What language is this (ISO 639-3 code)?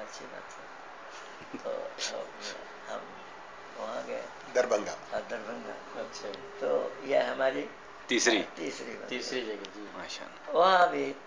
urd